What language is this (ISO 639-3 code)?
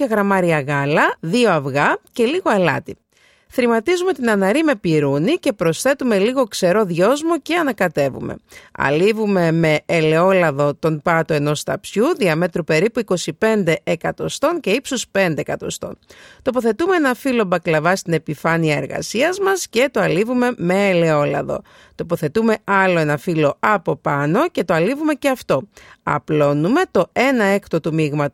ell